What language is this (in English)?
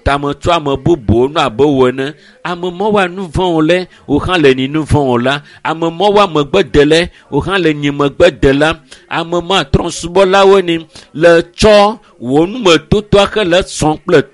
Ewe